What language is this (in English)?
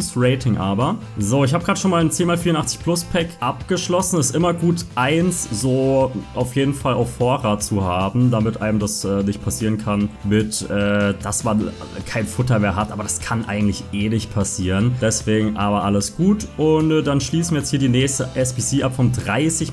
German